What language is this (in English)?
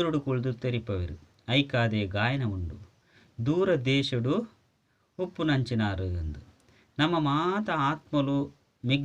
Tulu